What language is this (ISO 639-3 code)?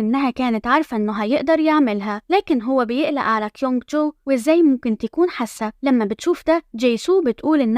arz